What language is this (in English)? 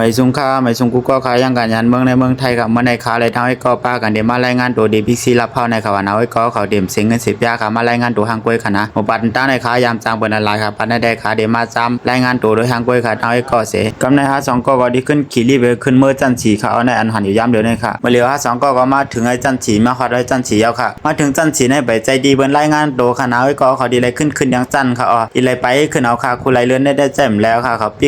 Shan